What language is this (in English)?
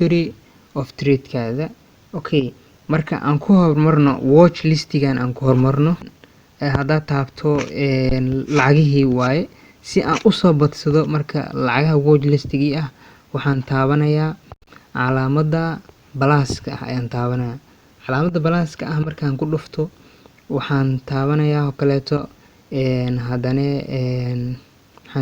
Somali